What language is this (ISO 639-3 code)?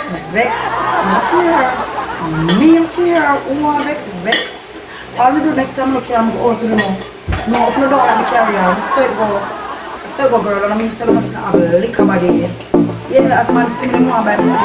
jam